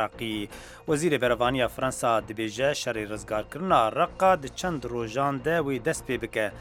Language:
Central Kurdish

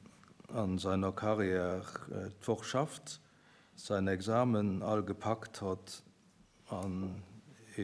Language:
Luxembourgish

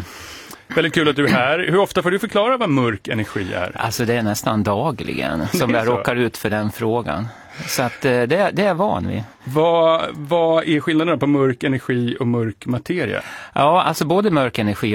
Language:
Swedish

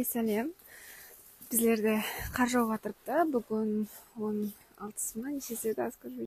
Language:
Kara-Kalpak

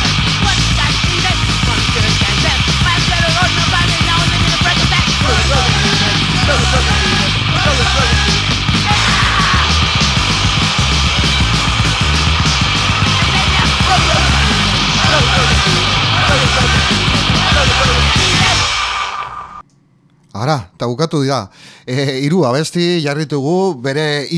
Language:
Basque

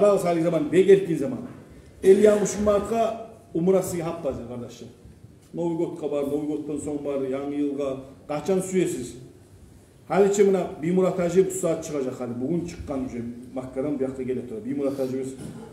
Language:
Kumyk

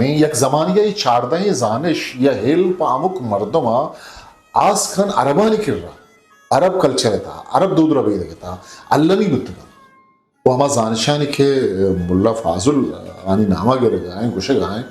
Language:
Eastern Balochi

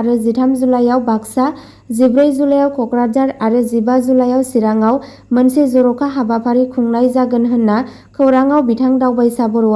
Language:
Bodo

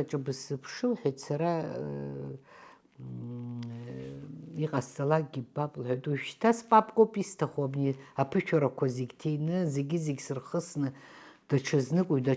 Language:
Abkhazian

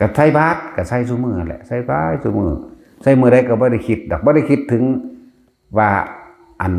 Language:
Northeastern Thai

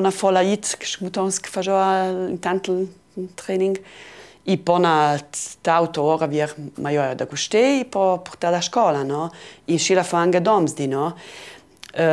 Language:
Ladin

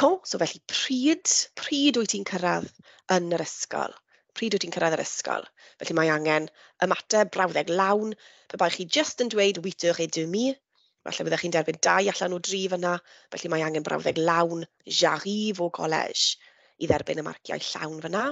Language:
Welsh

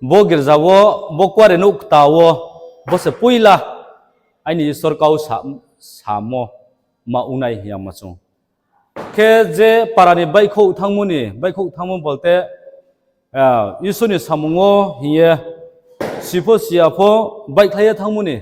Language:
Riang (India)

